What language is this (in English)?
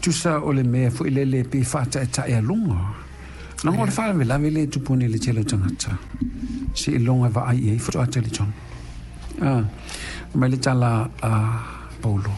Samoan